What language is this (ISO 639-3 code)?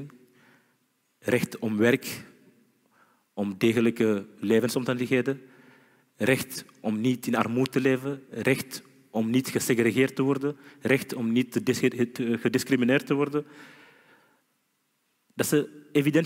nld